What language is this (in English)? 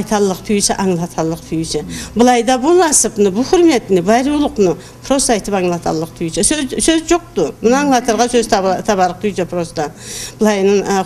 Karachay-Balkar